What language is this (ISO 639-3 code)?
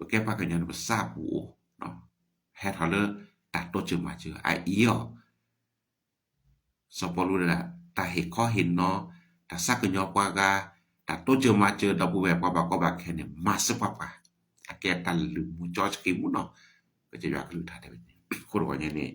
ksw